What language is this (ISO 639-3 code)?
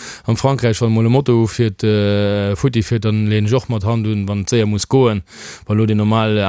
ltz